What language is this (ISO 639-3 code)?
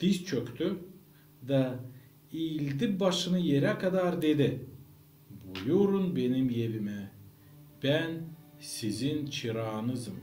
gag